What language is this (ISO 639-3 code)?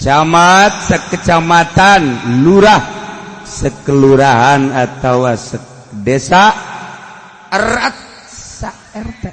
sun